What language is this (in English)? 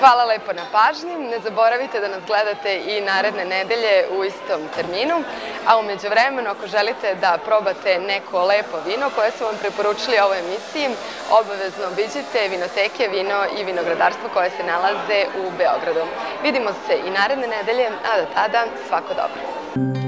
Serbian